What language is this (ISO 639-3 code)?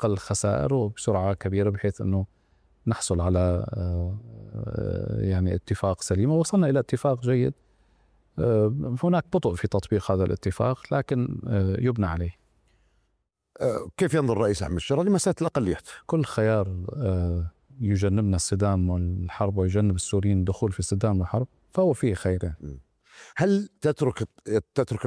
ara